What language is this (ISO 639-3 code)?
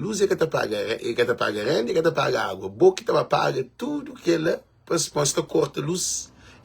kea